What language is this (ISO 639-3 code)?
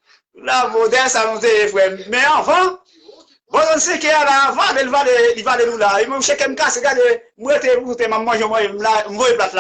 hat